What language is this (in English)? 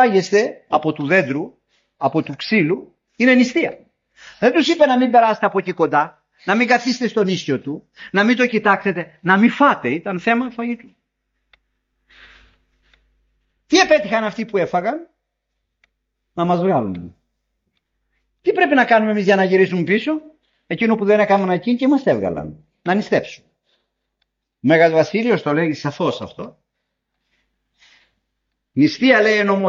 Greek